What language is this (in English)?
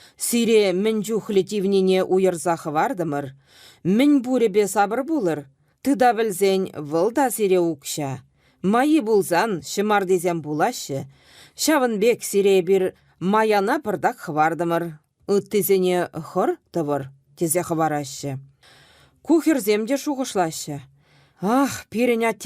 Chuvash